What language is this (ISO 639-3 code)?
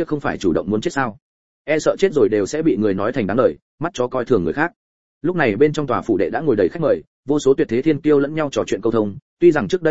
vie